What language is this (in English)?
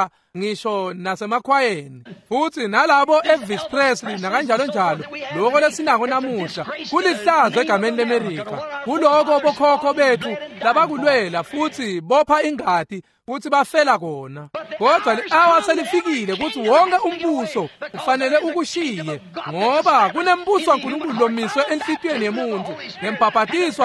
Swati